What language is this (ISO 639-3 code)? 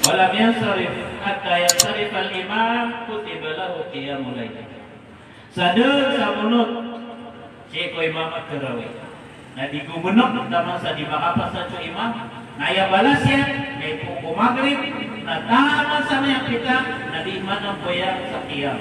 mrw